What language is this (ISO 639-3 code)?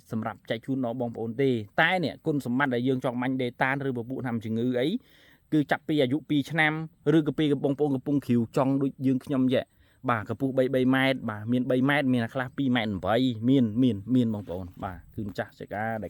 khm